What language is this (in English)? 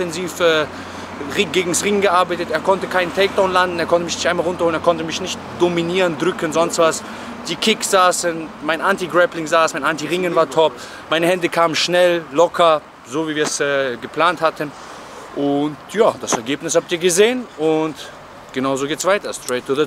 German